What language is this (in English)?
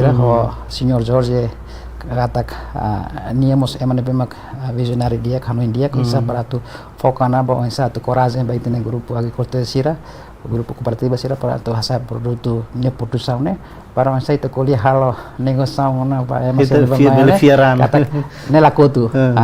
Tetum